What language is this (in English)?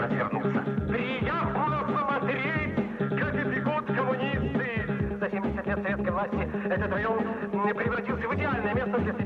Russian